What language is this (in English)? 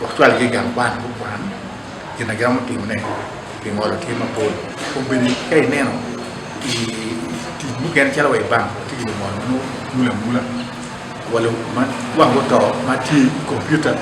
Acoli